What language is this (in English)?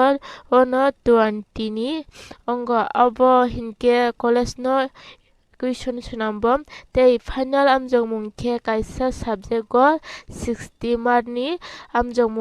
Kok Borok